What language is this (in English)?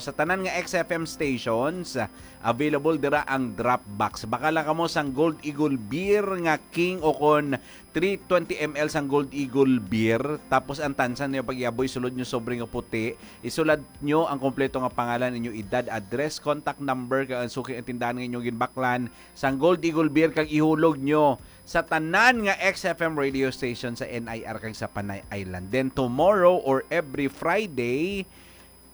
Hiligaynon